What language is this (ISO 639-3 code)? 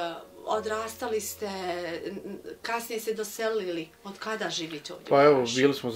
bos